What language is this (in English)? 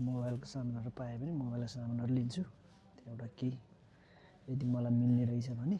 Nepali